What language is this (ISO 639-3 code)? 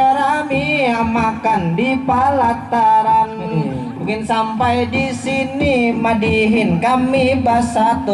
bjn